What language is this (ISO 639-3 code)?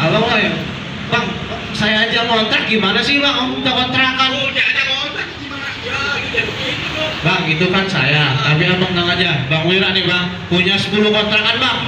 bew